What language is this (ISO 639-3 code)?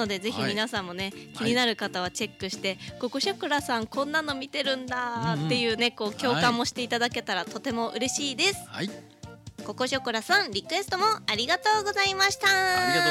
jpn